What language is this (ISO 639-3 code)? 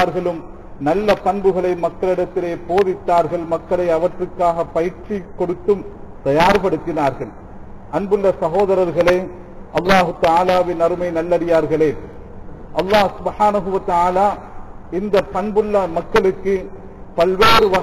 tam